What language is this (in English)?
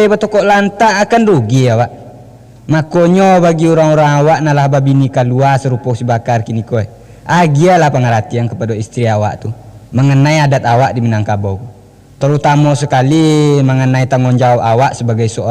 Minangkabau